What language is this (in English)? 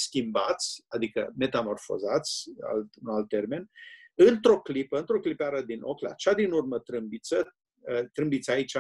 Romanian